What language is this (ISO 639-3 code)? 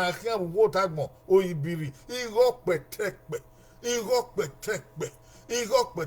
bin